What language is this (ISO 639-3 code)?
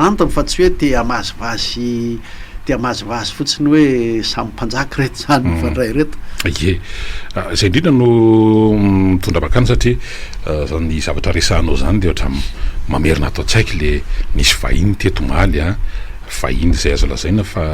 mlg